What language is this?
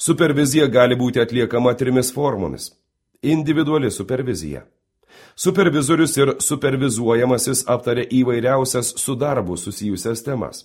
Lithuanian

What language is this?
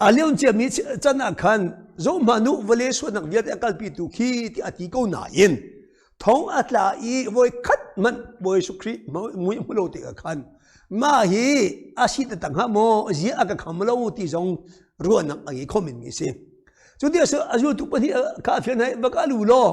Hakha Chin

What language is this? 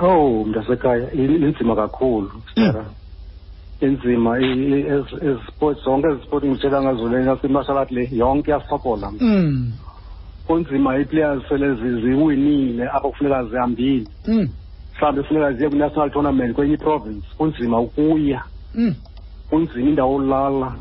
Xhosa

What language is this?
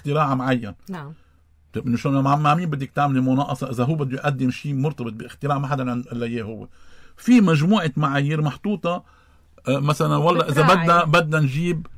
North Levantine Arabic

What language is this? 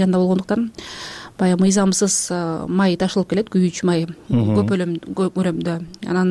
Kyrgyz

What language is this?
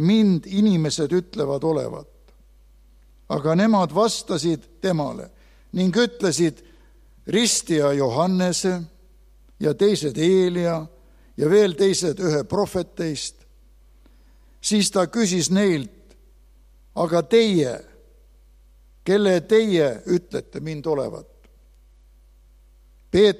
Estonian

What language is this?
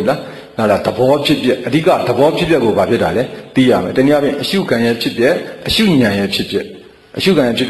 Burmese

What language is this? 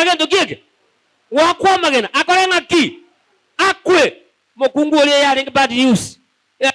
Gusii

